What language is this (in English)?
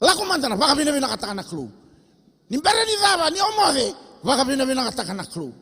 Fijian